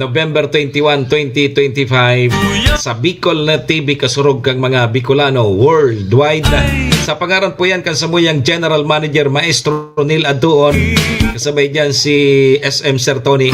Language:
Bikol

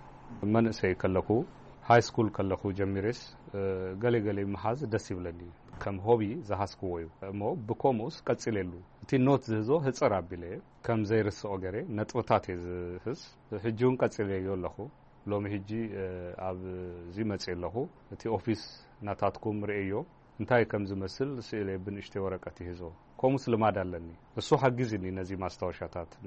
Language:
Tigrinya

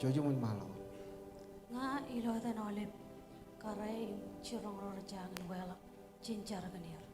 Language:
Marshallese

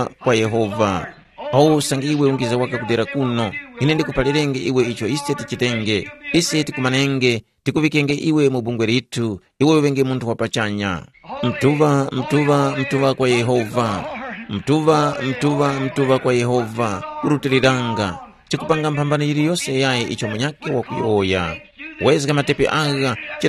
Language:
Tumbuka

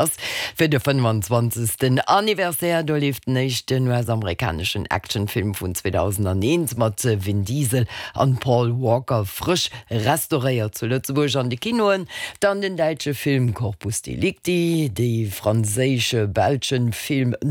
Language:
Luxembourgish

